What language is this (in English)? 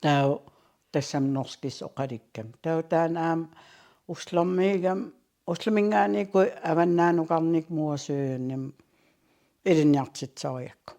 Kalaallisut